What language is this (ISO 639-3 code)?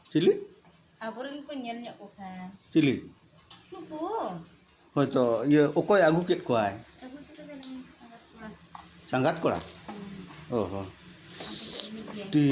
sat